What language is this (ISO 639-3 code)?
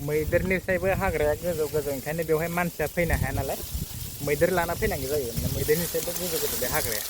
brx